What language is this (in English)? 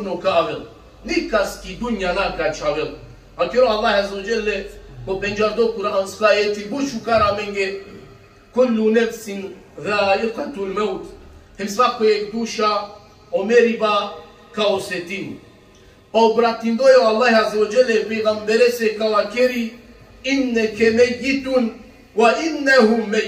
Balkan Romani